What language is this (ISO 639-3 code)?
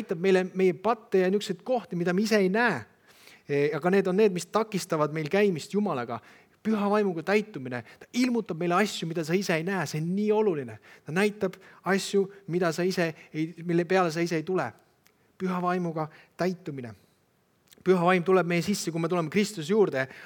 est